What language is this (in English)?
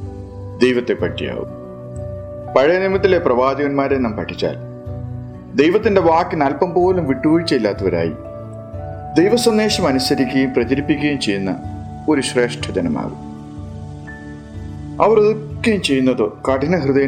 Malayalam